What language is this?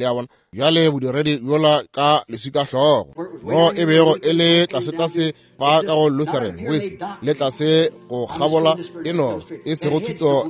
Northern Sotho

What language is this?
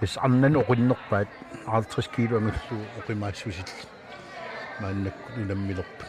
Kalaallisut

